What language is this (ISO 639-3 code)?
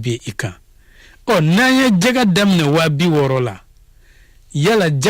bam